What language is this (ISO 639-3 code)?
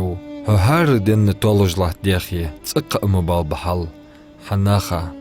inh